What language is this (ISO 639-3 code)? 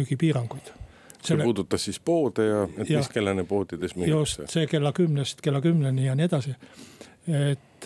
est